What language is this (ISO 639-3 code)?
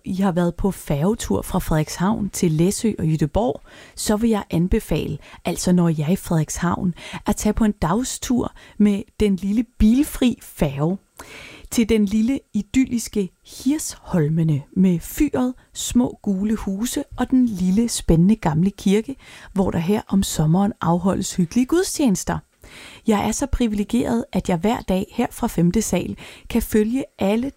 dan